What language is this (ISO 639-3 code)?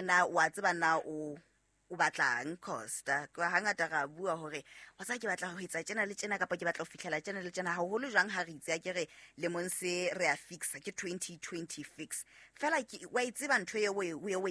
sot